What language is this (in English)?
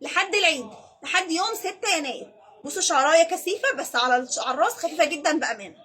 Egyptian Arabic